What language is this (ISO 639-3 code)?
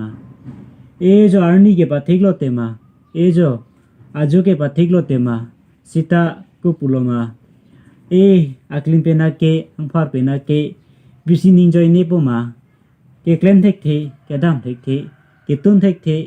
mjw